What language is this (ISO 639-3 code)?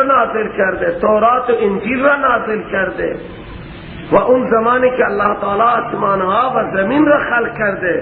fas